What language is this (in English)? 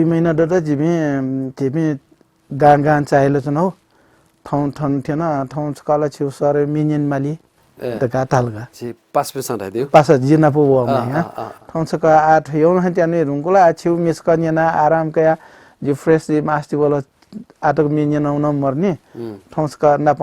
Newari